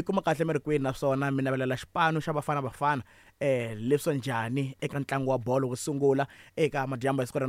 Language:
Tsonga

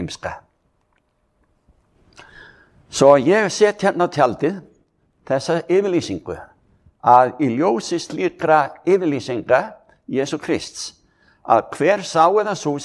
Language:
Icelandic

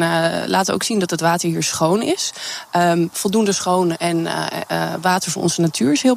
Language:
Dutch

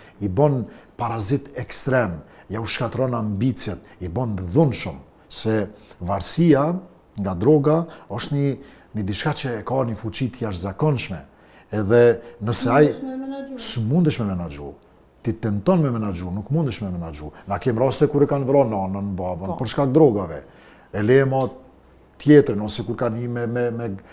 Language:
Albanian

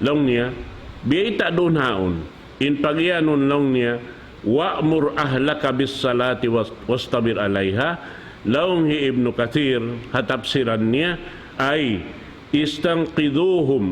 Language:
Tausug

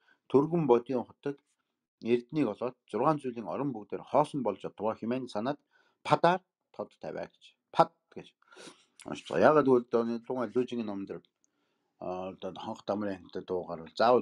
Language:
Mongolian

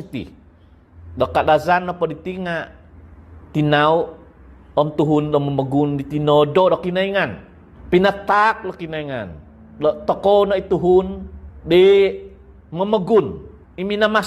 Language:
Central Dusun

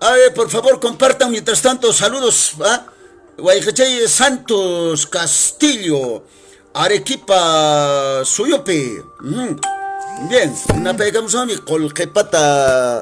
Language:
Quechua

